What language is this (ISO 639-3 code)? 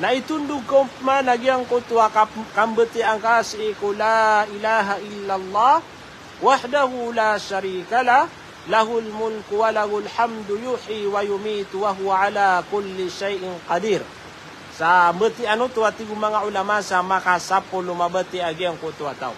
mrw